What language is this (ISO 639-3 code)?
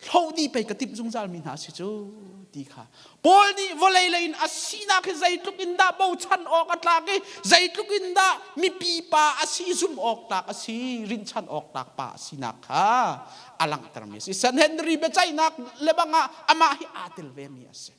cnh